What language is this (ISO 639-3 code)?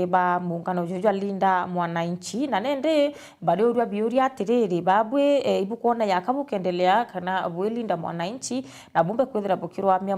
mer